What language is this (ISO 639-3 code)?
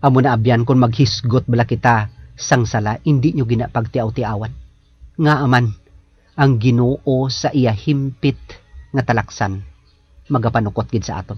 hil